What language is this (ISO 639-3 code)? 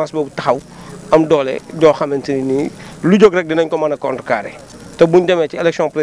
wol